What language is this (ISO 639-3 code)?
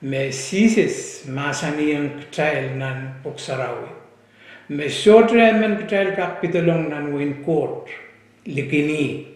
pon